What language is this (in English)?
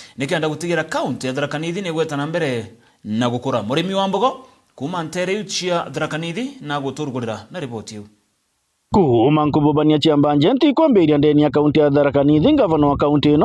Meru